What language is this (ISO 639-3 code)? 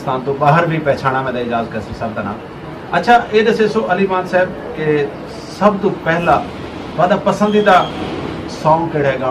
skr